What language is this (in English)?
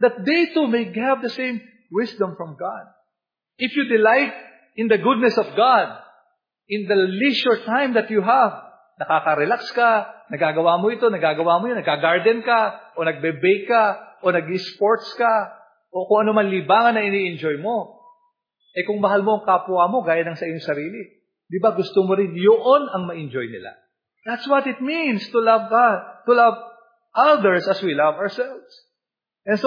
Filipino